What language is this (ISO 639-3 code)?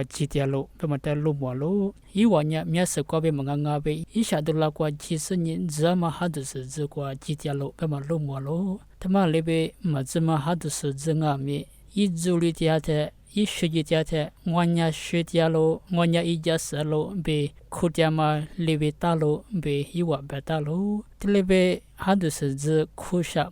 lis